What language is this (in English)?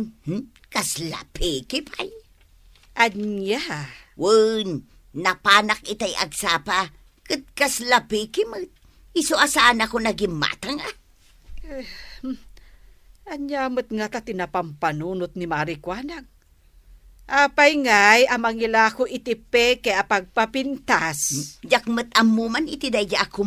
Iloko